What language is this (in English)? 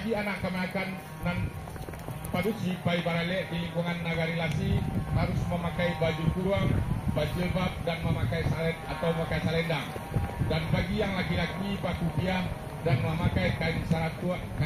Minangkabau